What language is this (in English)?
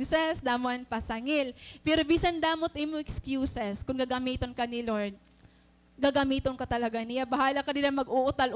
Waray